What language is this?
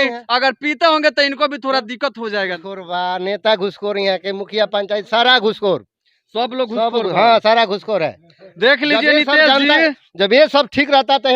Bhojpuri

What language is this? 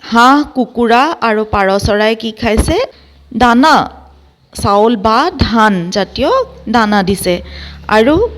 Assamese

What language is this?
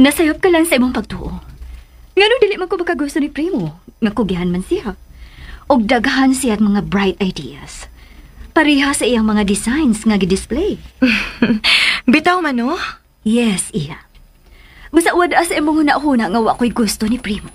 Cebuano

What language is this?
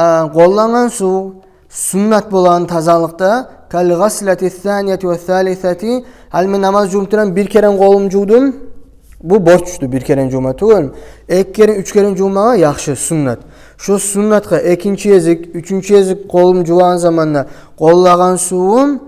Kumyk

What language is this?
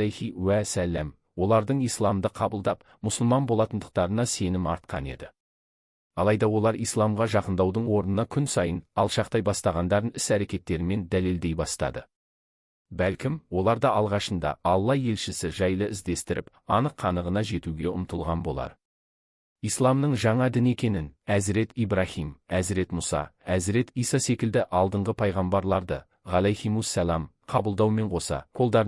Kazakh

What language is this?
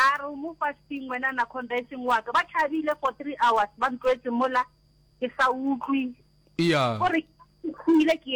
Northern Sotho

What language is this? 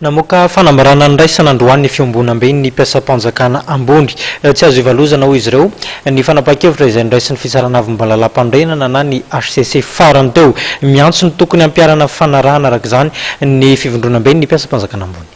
Malagasy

